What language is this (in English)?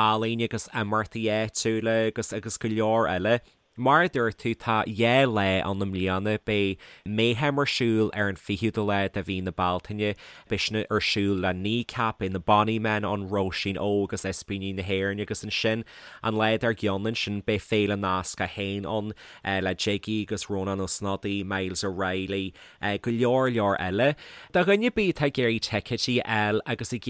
Irish